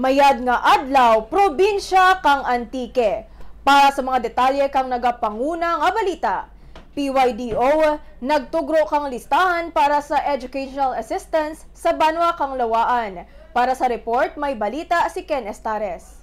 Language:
Kinaray-a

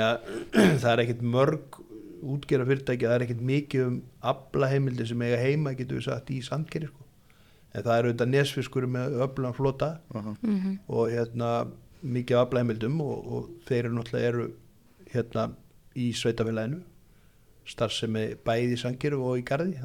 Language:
Icelandic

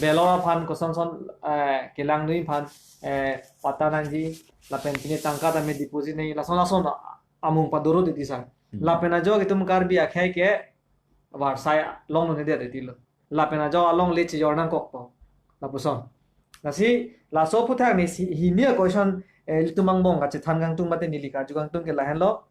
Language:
Karbi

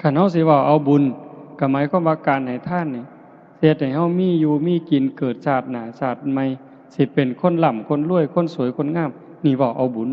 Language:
Northeastern Thai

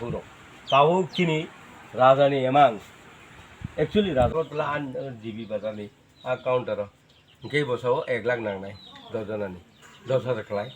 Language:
Kok Borok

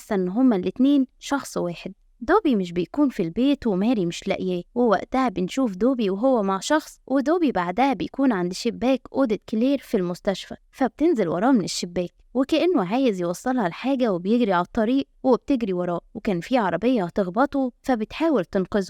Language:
Egyptian Arabic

